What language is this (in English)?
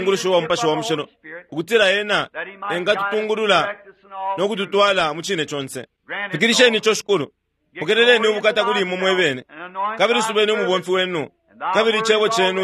Bemba